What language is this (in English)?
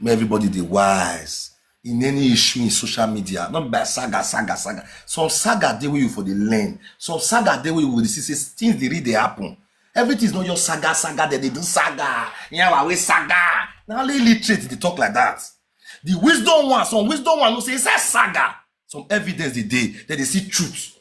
Nigerian Pidgin